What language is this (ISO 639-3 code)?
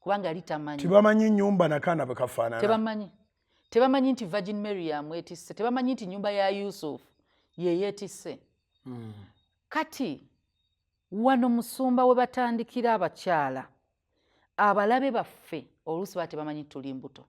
lug